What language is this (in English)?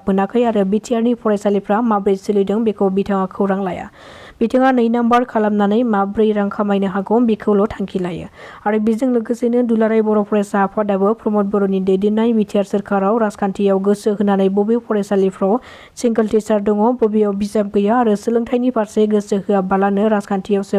Bodo